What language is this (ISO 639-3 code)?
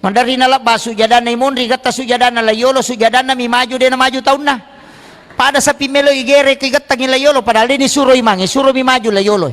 bug